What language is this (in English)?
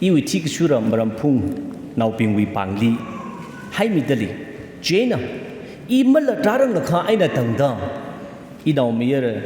Tangkhul Naga (India)